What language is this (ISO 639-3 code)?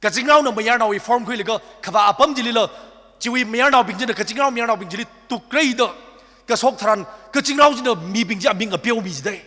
nmf